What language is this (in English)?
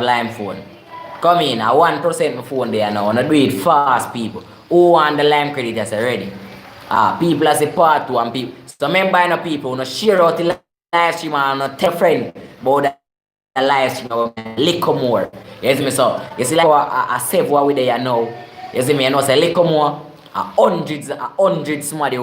Jamaican Creole English